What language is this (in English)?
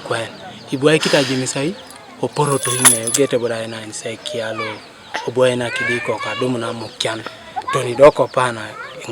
Teso